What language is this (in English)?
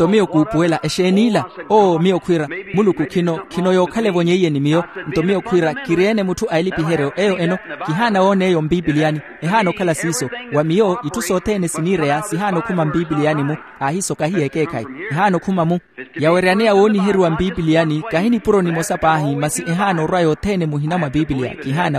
Makhuwa